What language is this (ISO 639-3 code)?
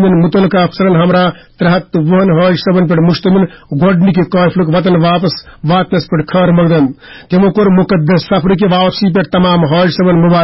kas